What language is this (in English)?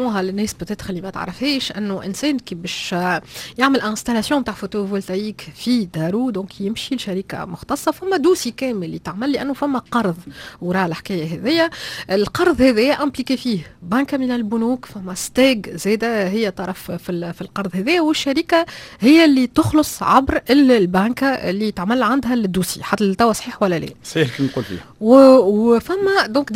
Tunisian Arabic